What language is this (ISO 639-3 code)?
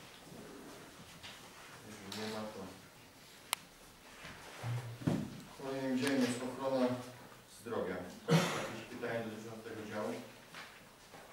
pol